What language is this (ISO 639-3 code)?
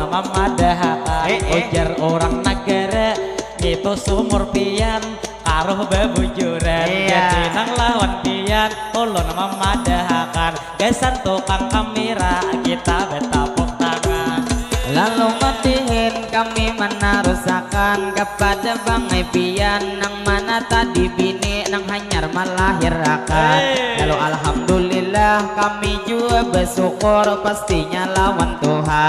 bjn